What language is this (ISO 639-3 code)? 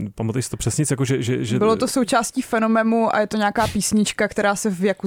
ces